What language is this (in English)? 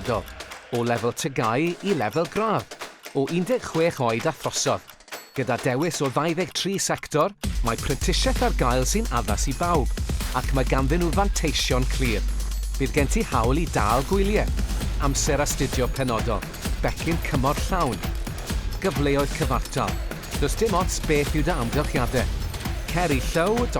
Welsh